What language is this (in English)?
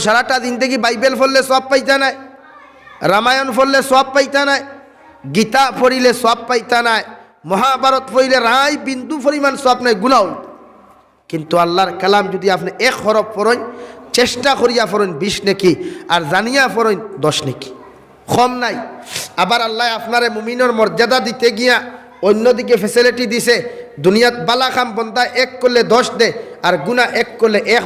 Sylheti